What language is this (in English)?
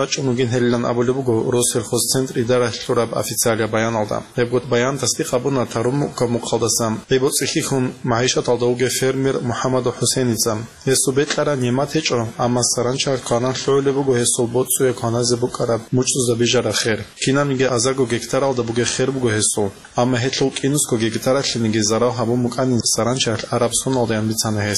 Avaric